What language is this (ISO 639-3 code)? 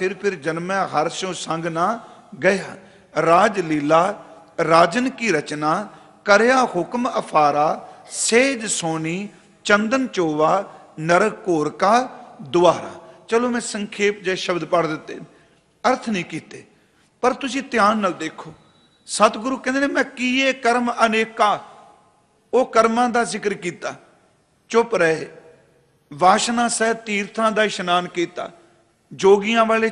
pan